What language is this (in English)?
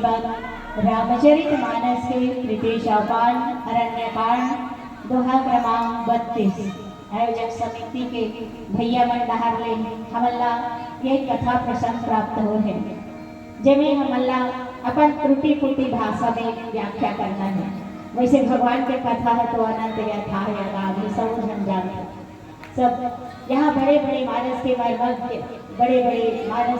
Chhattisgarhi